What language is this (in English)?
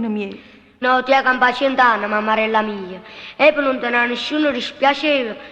Neapolitan